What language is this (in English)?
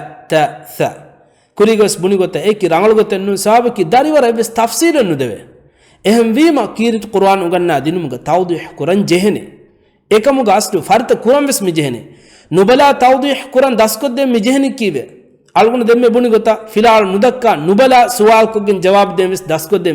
Divehi